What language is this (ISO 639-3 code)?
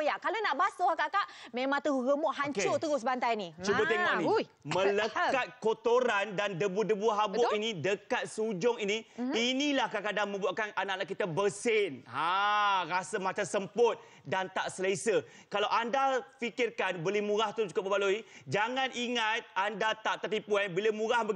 msa